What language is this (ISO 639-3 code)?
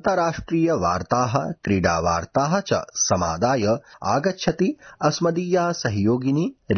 san